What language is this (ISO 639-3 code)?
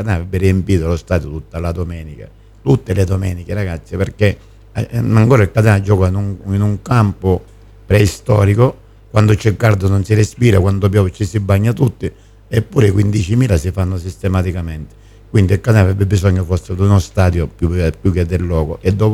ita